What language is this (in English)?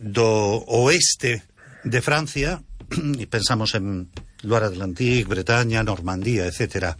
Galician